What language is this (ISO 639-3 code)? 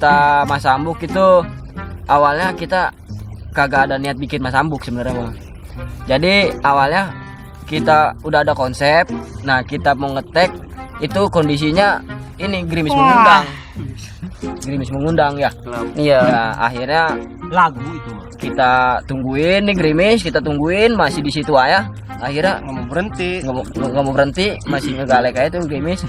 bew